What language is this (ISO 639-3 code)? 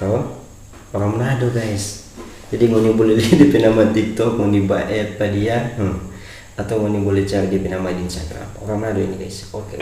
xmm